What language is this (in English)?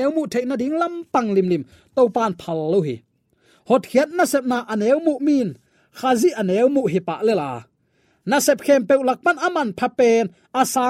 Tedim Chin